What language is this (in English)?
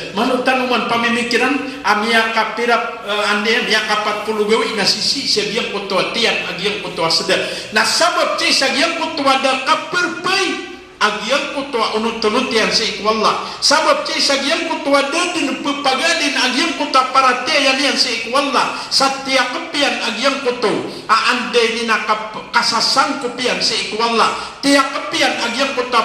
Maranao